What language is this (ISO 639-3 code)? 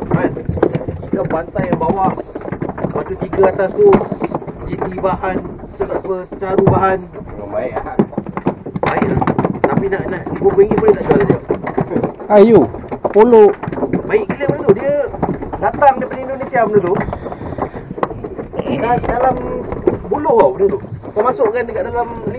msa